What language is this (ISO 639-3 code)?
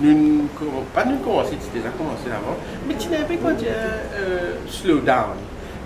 mfe